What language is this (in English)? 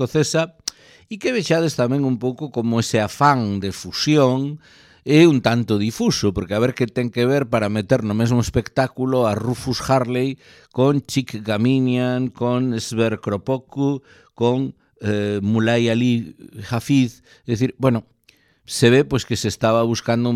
Galician